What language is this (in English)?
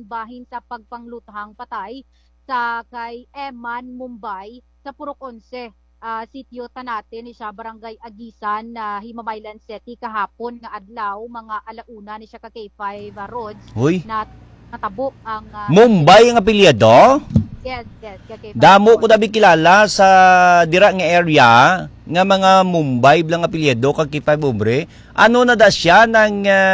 Hiligaynon